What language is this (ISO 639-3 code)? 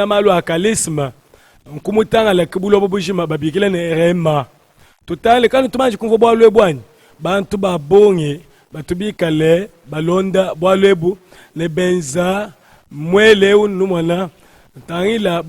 lua